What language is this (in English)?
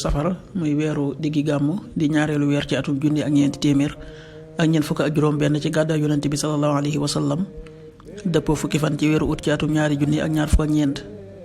Wolof